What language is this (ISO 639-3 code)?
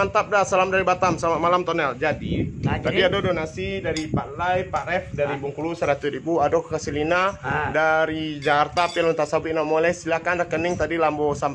min